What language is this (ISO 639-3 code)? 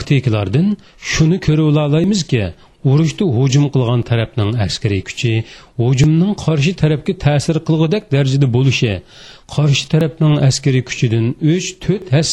uig